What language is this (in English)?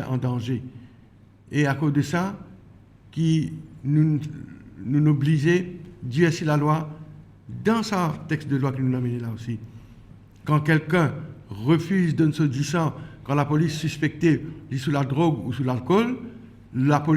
Morisyen